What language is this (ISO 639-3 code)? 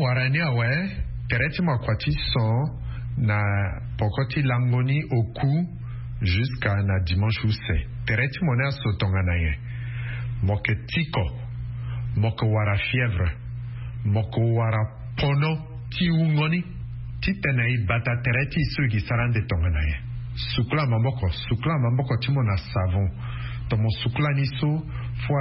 sag